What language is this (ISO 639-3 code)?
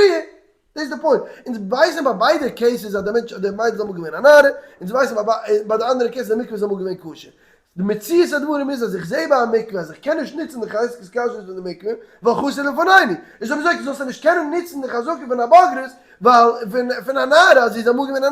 yid